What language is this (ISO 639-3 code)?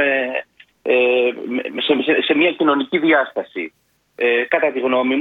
ell